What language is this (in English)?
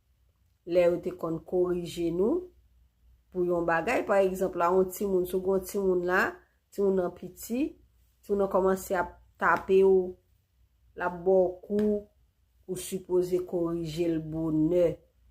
Haitian Creole